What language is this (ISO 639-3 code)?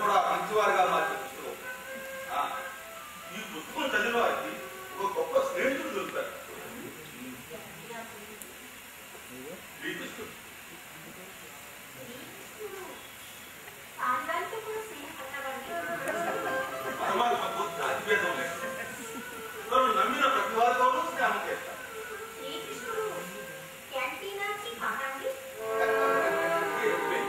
tel